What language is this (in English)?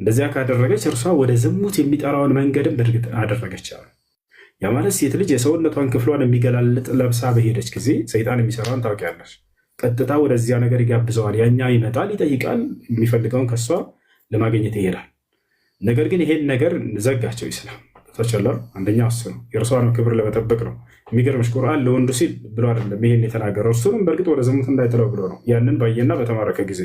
Amharic